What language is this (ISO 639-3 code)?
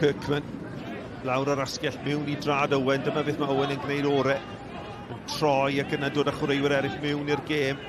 cym